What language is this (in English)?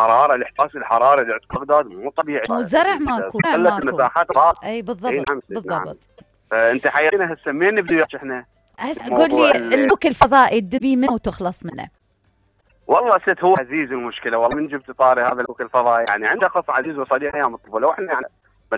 Mesopotamian Arabic